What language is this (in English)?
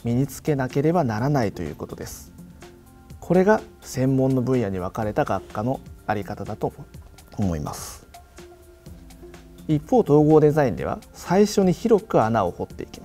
Japanese